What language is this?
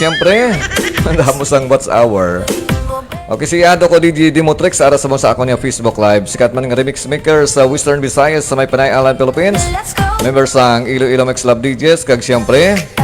Hiligaynon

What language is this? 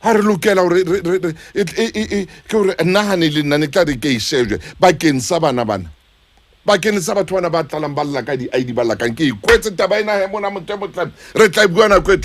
Southern Sotho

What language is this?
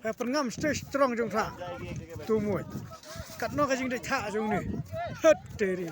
Khasi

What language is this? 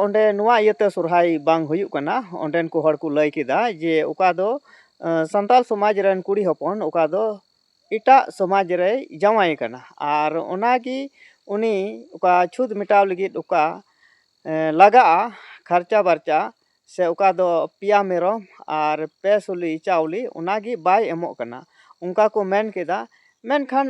Santali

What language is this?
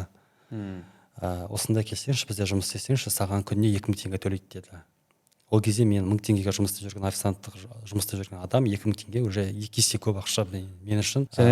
Kazakh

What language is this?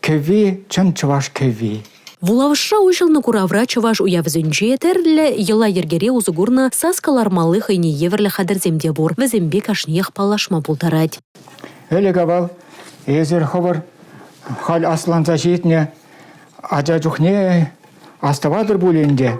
Chuvash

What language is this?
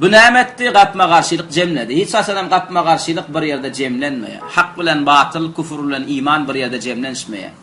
Turkmen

